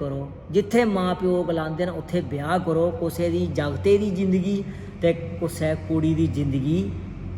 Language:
Dogri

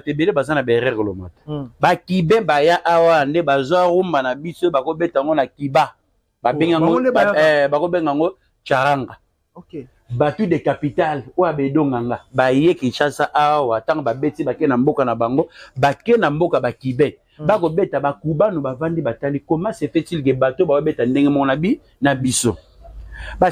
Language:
Lingala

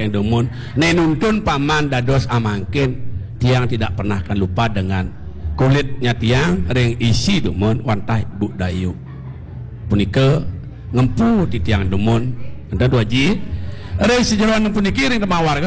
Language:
Balinese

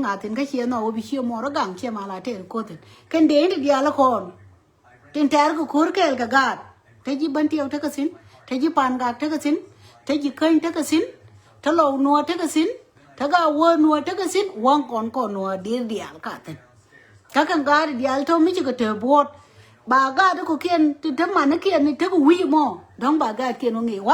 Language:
Nuer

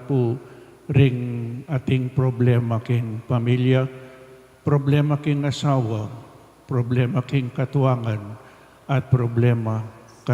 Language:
Pampanga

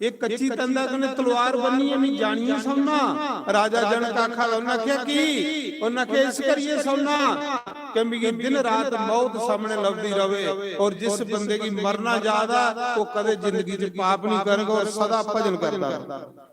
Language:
Dogri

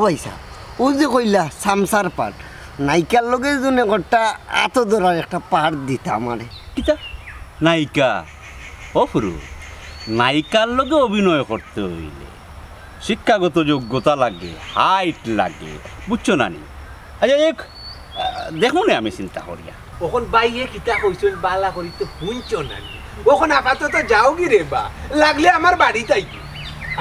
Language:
Sylheti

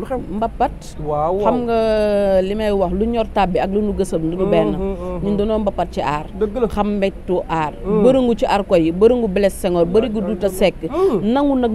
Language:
Wolof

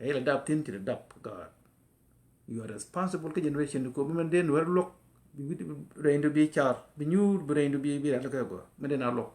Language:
Nuer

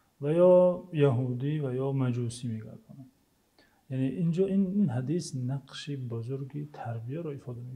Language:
Tajik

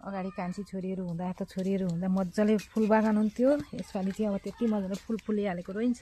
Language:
Nepali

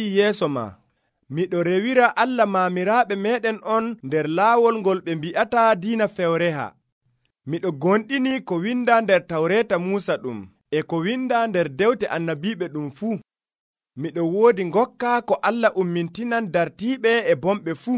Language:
Nigerian Fulfulde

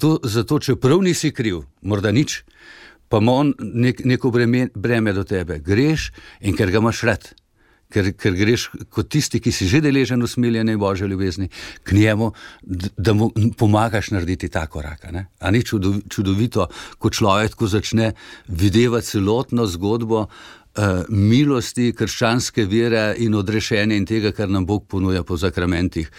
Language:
Slovenian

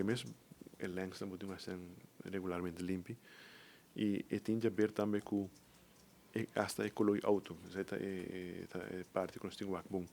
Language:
Papiamento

